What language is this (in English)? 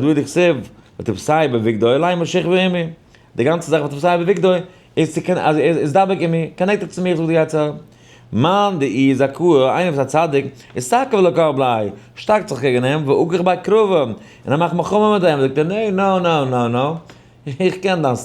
Yiddish